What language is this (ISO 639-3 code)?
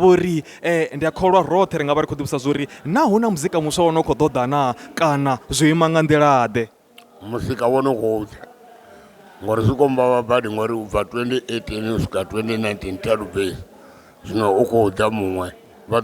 ven